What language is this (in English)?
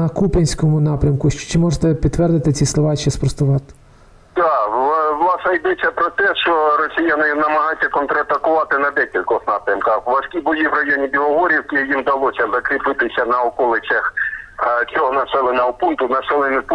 Ukrainian